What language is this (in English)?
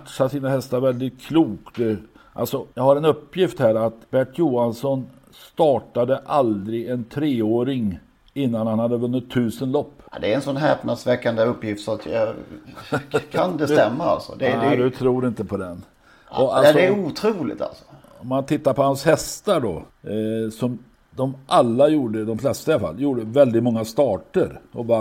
Swedish